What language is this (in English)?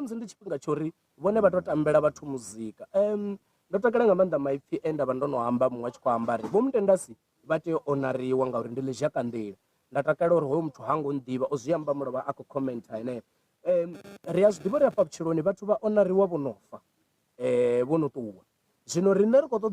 Venda